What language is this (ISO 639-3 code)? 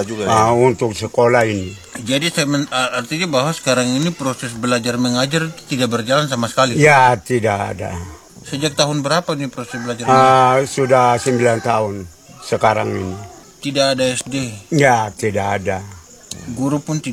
ind